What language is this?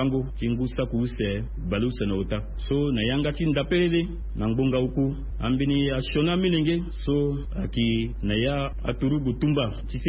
Sango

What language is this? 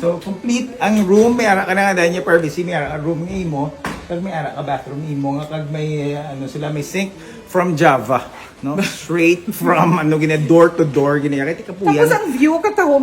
Hiligaynon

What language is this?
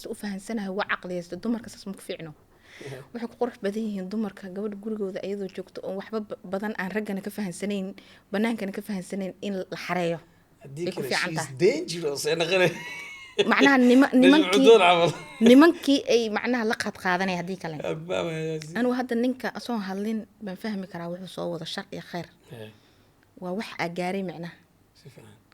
Somali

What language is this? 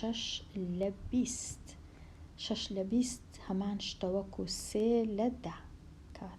Central Kurdish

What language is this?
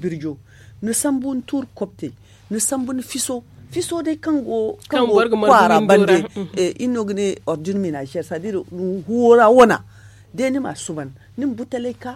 Zarma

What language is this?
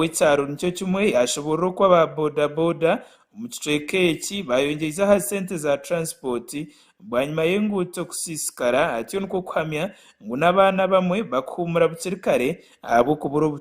Nyankole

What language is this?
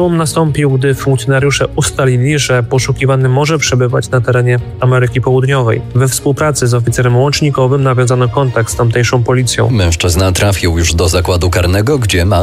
Polish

